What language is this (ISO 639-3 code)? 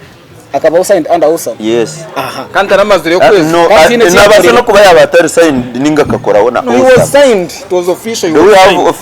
nyn